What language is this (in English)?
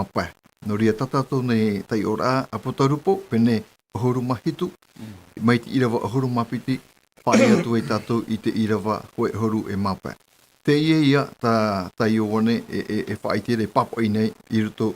Tahitian